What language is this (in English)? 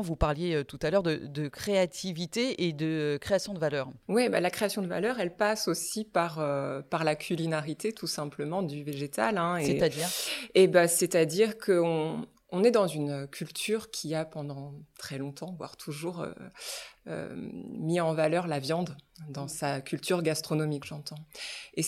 French